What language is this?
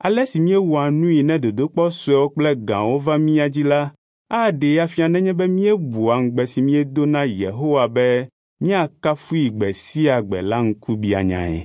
Ewe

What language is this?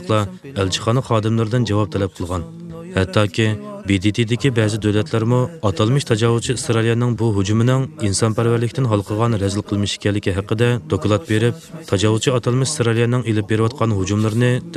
Uyghur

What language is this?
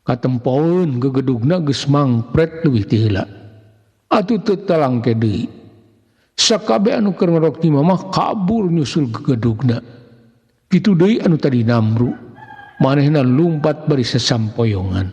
Sundanese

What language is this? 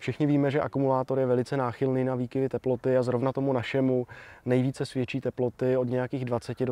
Czech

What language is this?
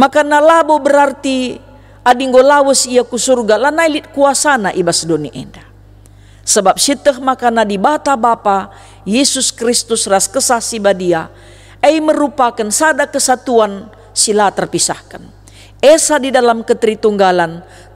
Batak Karo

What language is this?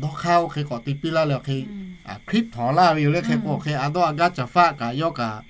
Lahu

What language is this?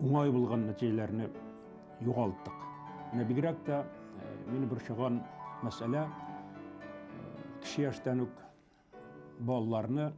Bashkir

